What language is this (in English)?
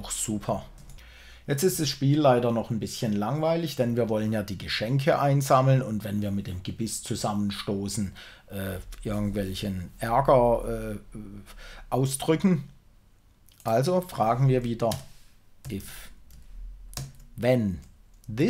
German